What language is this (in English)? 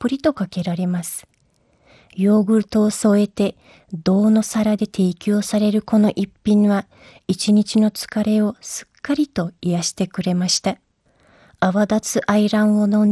Japanese